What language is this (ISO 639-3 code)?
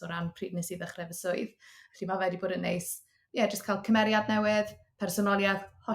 cym